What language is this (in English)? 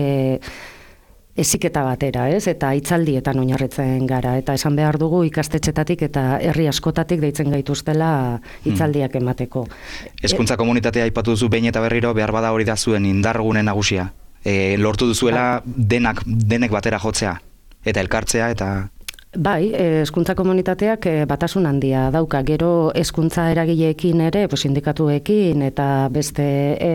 Basque